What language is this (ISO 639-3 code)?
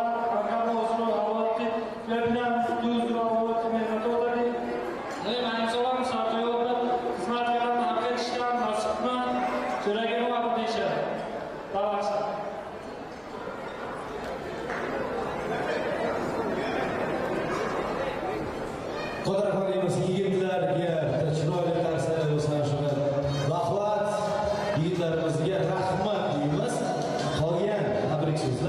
rus